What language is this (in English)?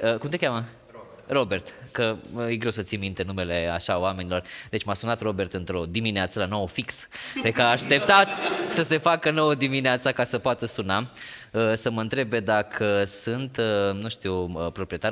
Romanian